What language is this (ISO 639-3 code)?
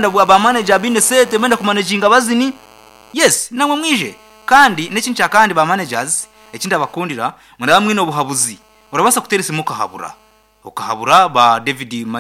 nyn